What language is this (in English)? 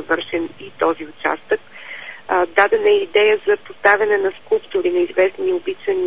Bulgarian